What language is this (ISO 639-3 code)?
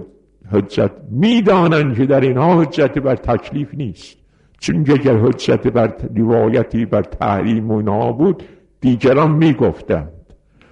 fas